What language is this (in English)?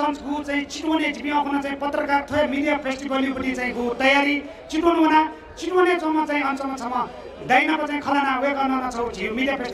Newari